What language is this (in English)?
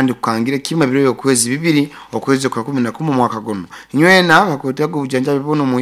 Nyoro